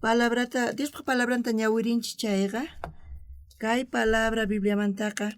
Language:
South Bolivian Quechua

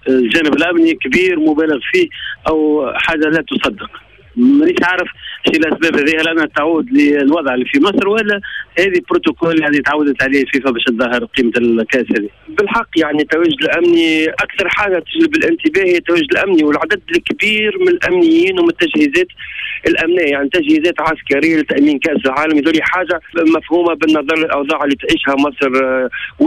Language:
Tunisian Arabic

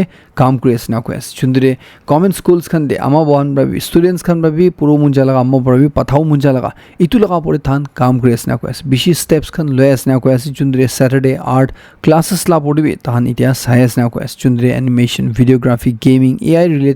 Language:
Naga Pidgin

